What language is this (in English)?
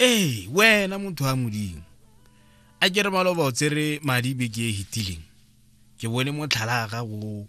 Tswana